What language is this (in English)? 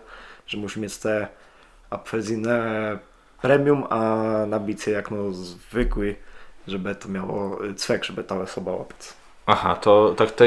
Kashubian